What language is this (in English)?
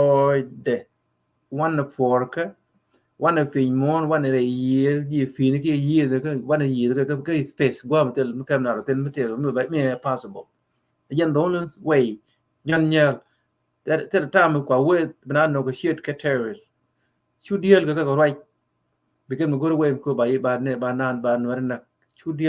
Nuer